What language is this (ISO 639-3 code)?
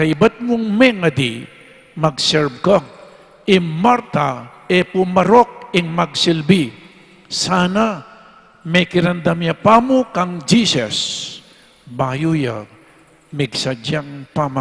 pam